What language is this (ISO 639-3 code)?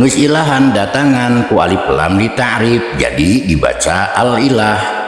sun